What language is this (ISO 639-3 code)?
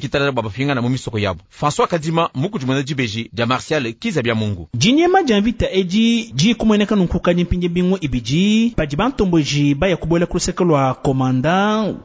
lua